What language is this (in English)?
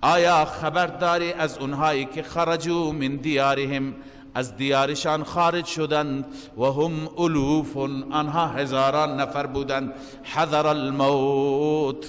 Persian